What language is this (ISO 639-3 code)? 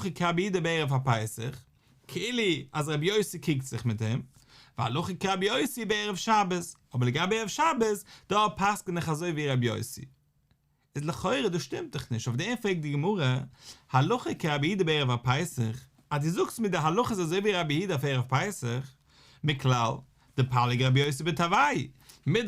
yid